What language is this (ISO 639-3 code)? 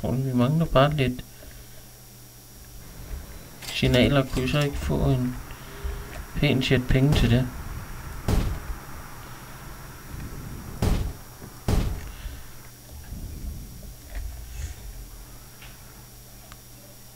dan